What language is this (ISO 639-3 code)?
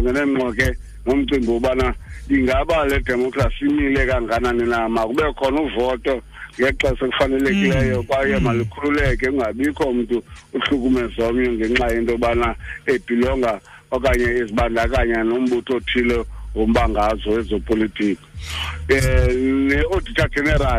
xho